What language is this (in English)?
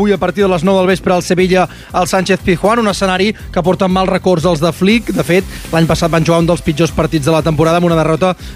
Catalan